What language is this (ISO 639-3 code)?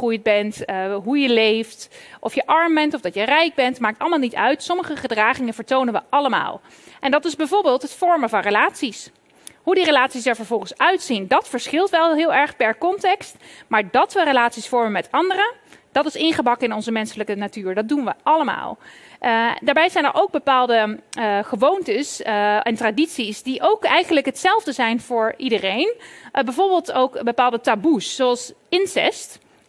nld